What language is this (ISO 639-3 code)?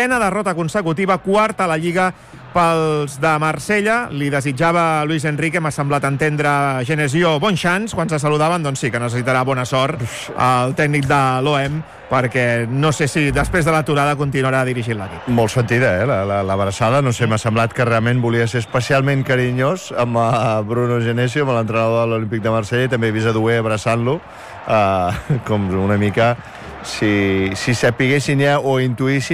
cat